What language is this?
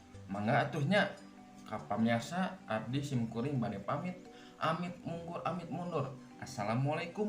Sundanese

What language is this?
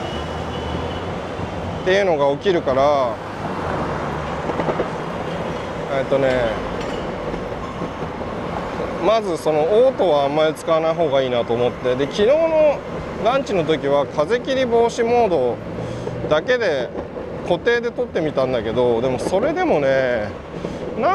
Japanese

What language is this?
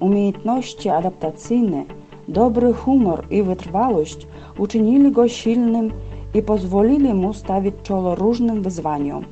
Yakut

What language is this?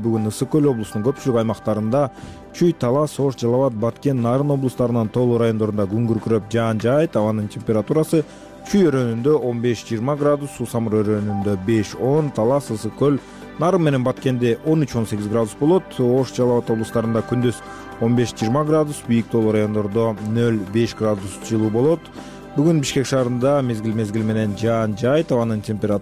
Kyrgyz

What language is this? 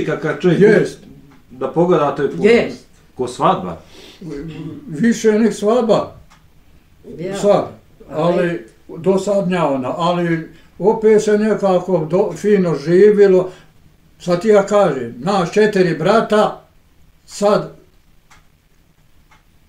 Bosnian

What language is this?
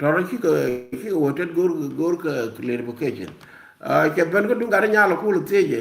Nuer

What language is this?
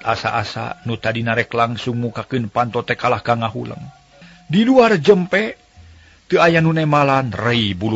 Sundanese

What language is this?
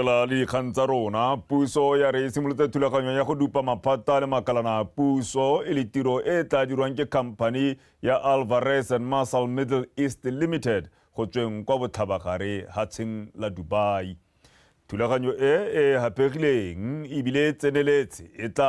Tswana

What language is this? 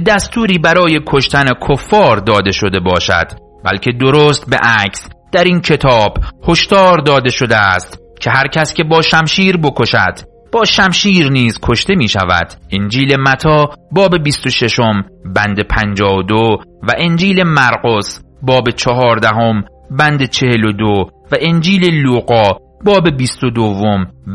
Persian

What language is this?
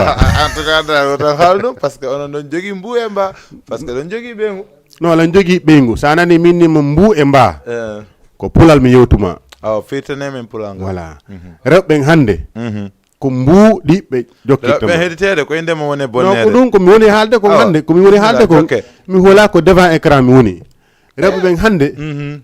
Fula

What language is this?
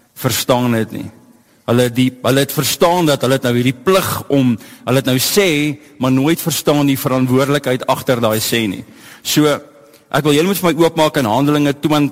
Afrikaans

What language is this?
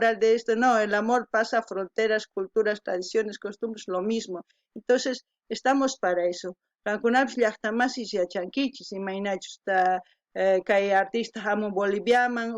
South Bolivian Quechua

